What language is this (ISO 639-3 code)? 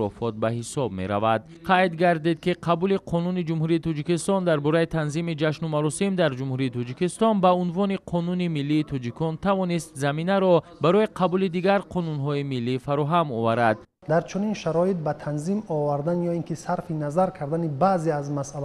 tgk